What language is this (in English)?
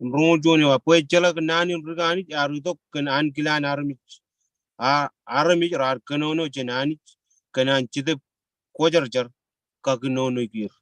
Marshallese